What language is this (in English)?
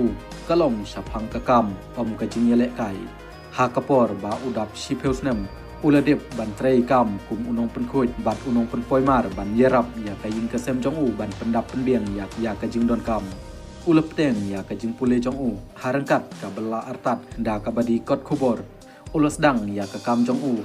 Khasi